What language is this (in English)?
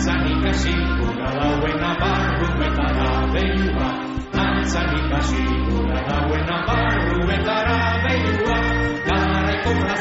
Basque